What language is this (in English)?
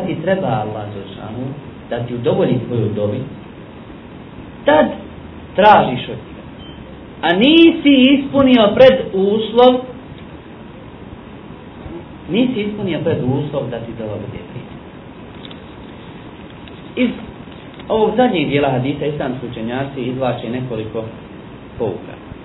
Bosnian